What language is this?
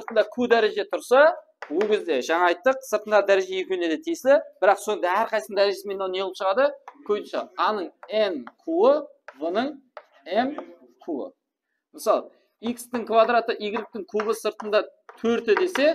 Kara-Kalpak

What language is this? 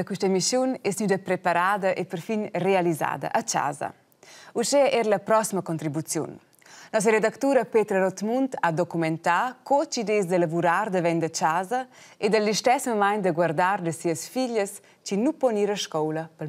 Romansh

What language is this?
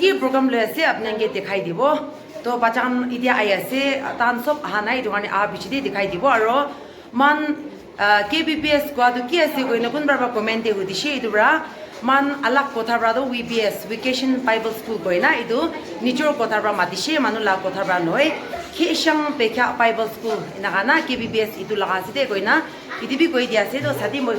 Naga Pidgin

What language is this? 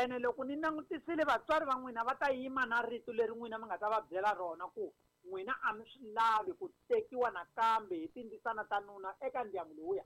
Tsonga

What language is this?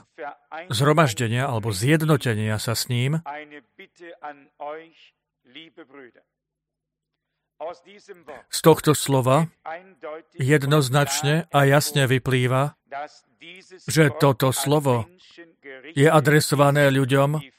Slovak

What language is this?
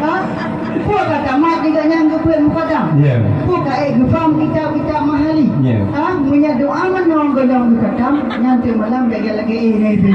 Achinese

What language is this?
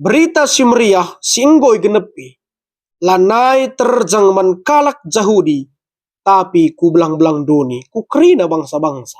Batak Karo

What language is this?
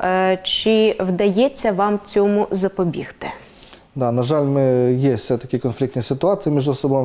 Ukrainian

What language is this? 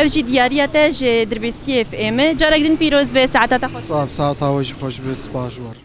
Kurdish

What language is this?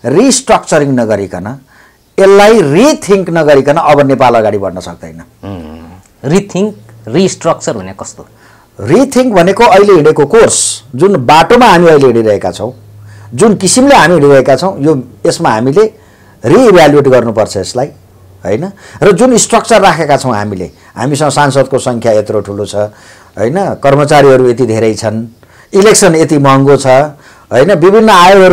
Nepali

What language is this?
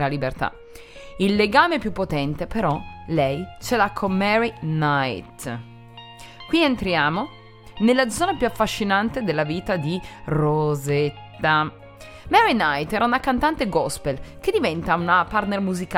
Italian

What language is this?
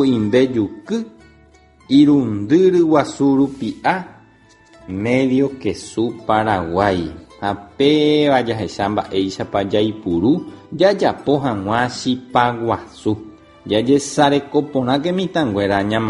Guarani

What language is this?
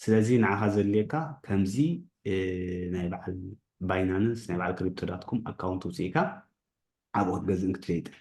Tigrinya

